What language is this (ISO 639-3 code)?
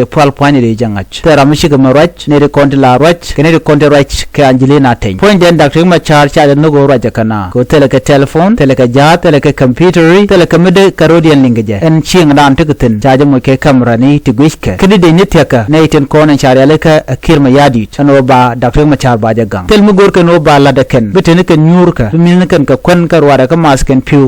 nus